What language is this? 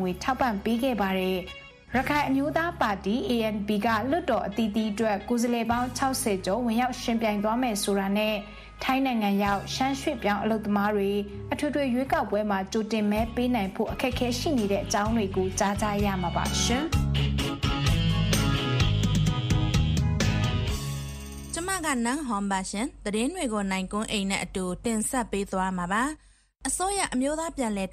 Burmese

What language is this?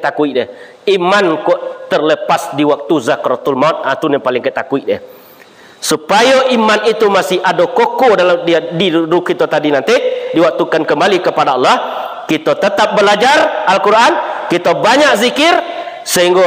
Minangkabau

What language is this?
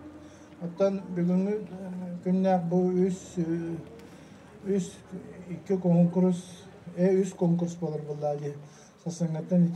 Yakut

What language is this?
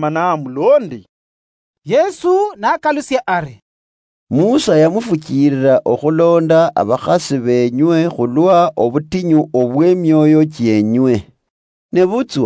Luyia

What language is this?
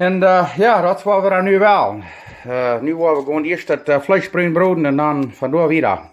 Plautdietsch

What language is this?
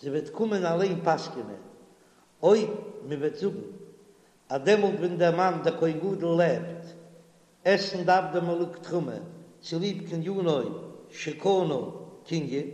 Yiddish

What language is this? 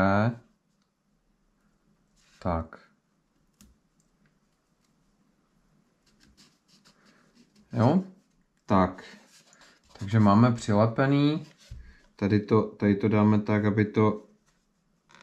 Czech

